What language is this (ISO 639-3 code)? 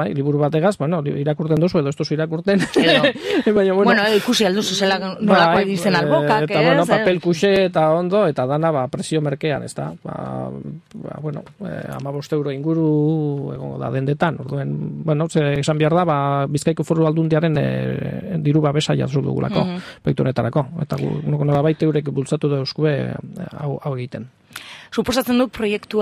eus